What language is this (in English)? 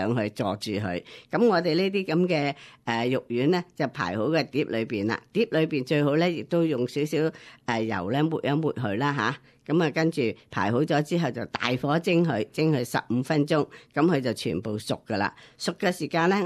Cantonese